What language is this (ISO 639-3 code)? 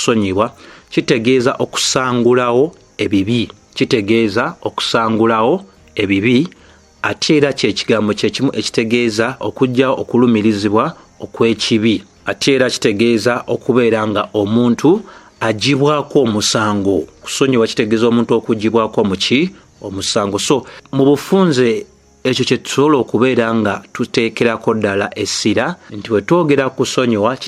lug